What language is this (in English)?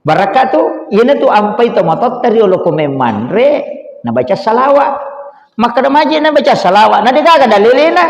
Buginese